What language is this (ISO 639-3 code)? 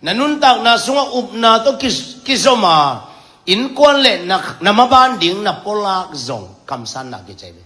ctd